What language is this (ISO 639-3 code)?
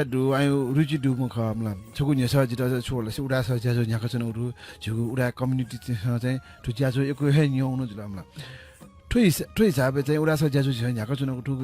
new